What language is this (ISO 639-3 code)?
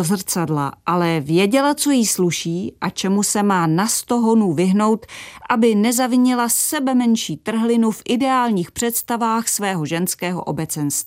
ces